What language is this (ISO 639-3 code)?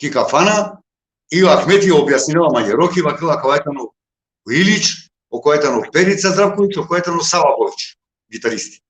rmn